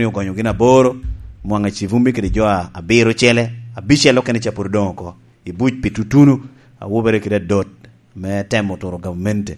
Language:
Lango (Uganda)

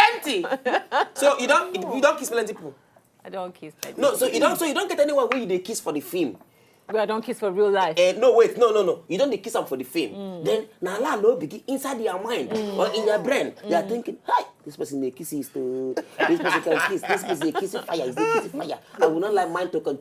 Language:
Nigerian Pidgin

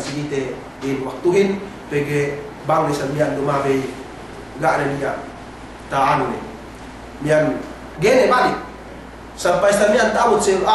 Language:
Yakan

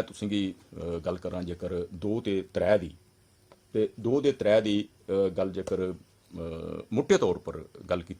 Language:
Dogri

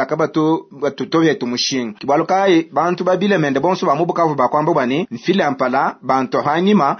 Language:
Luba-Lulua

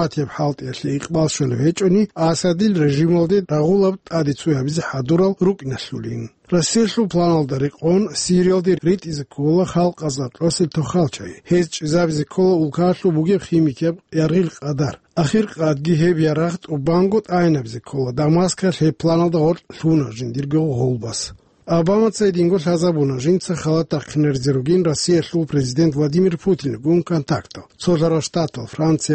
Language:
Avaric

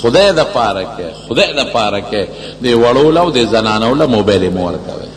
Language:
Pashto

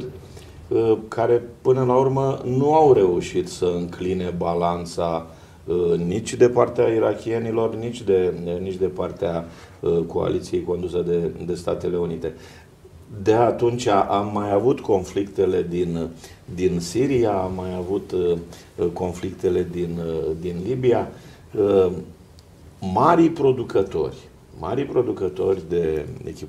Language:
Romanian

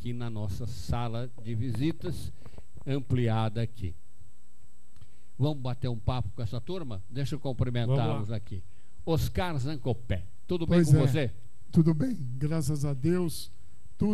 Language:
Portuguese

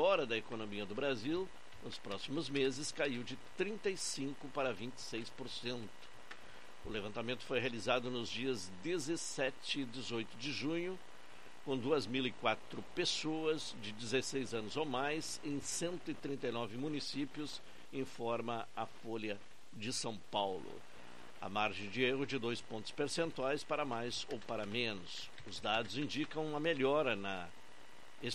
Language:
Portuguese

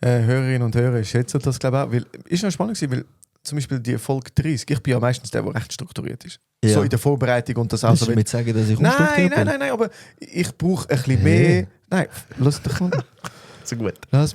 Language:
Swiss German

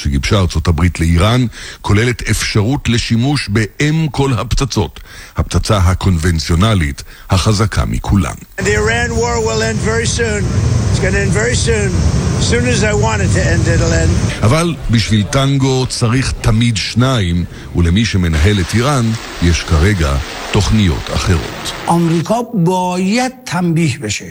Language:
Hebrew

